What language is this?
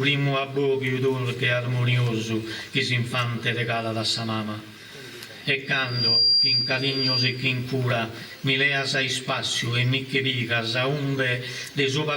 Sardinian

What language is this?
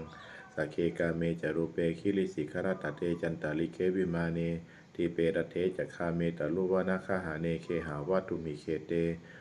Pali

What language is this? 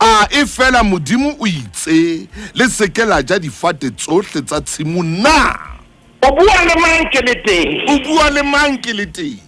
Southern Sotho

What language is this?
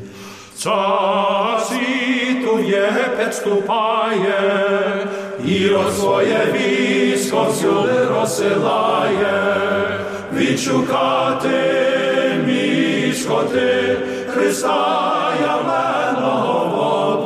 Ukrainian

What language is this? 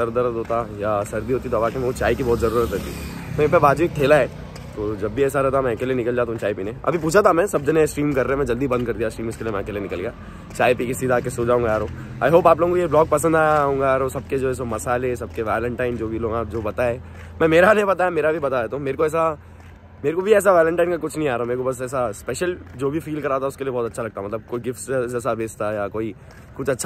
Hindi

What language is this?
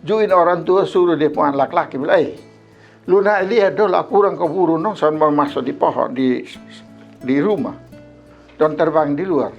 Kupang Malay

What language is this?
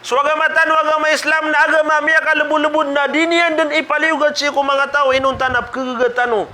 Maranao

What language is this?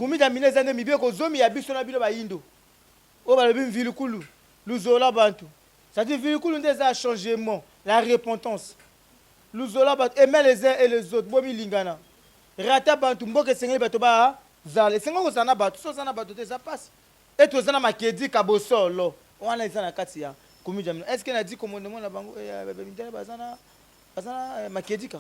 Lingala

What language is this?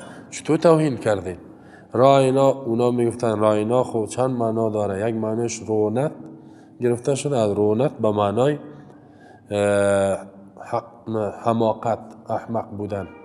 Persian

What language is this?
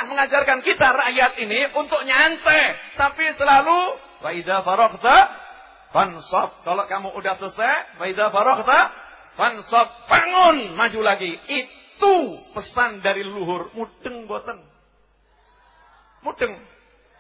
Indonesian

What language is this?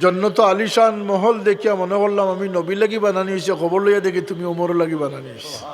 Sylheti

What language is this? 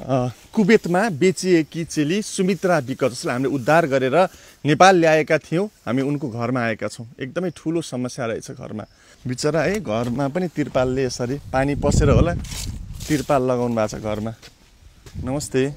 Nepali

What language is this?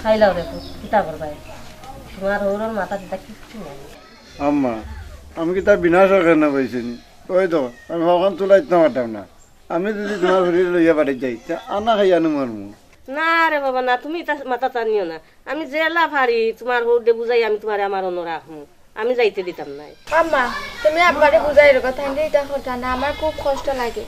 Sylheti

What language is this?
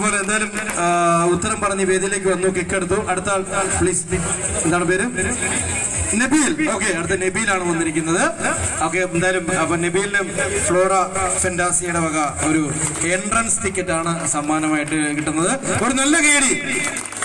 Malayalam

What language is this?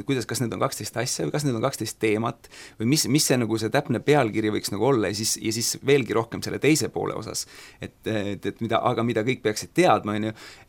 Estonian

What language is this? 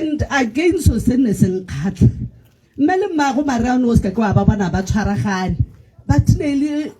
Tswana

